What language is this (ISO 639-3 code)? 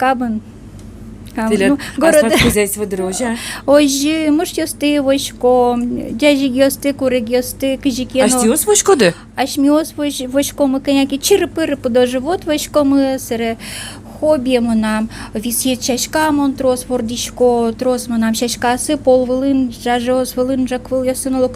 udm